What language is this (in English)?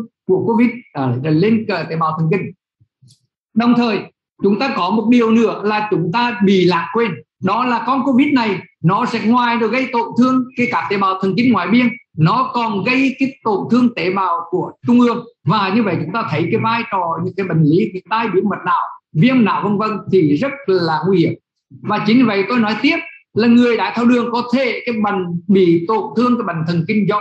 Vietnamese